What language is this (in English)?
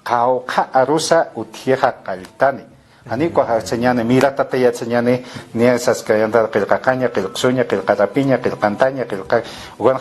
Aymara